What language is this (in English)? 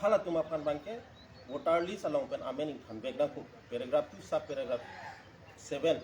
Karbi